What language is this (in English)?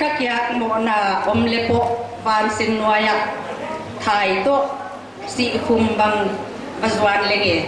Paite Chin